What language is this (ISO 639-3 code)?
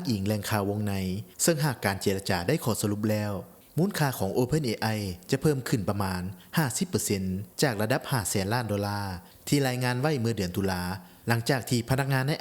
lao